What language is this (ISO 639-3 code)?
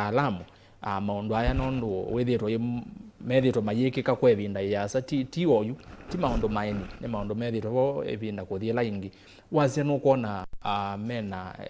kam